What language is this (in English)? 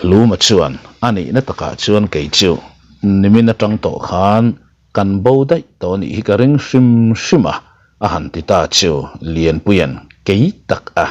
Mizo